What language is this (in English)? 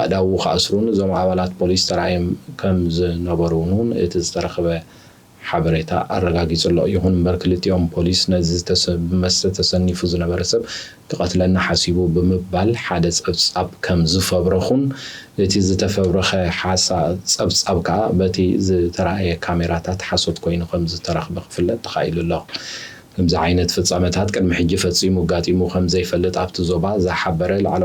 Tigrinya